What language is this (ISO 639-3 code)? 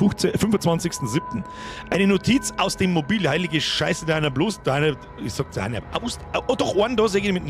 bar